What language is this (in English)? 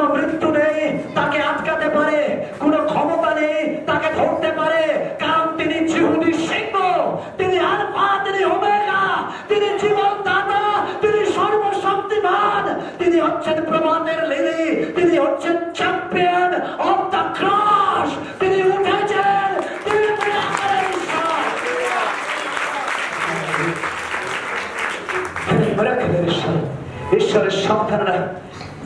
Bangla